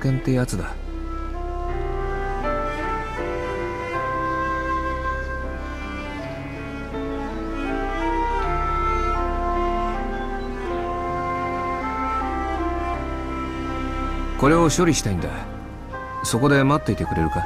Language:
Japanese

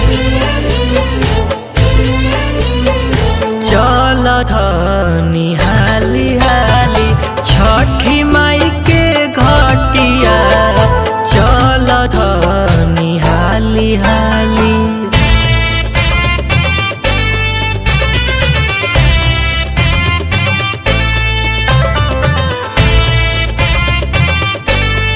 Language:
Bhojpuri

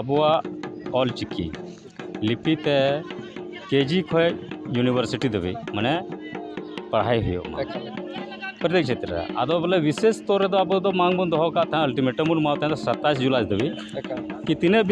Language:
Santali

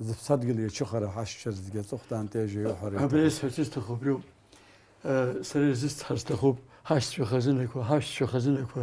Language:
Abkhazian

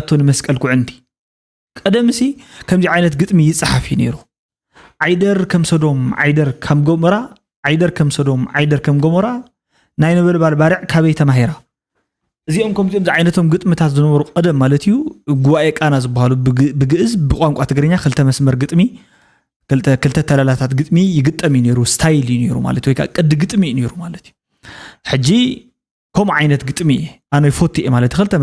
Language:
Tigrinya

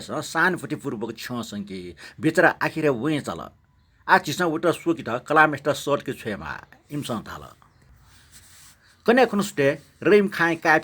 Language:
Newari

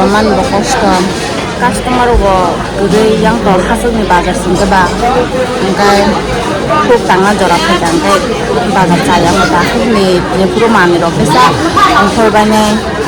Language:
Kok Borok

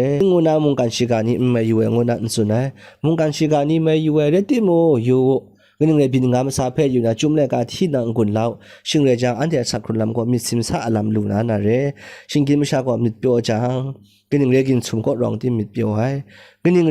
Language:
Kachin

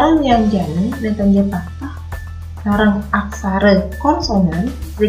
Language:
Balinese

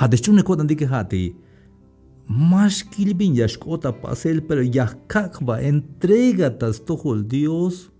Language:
Tzeltal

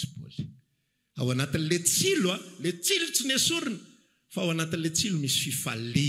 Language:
Malagasy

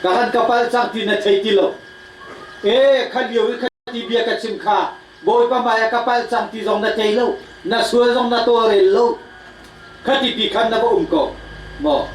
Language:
Hakha Chin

